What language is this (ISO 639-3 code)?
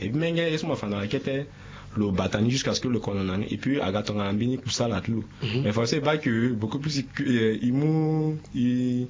sag